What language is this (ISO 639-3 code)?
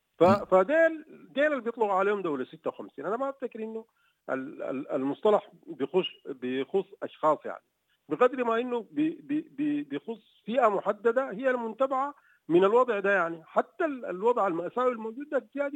apd